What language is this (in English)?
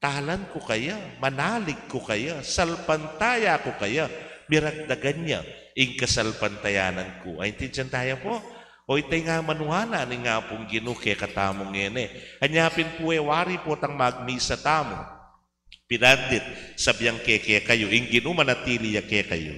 Pampanga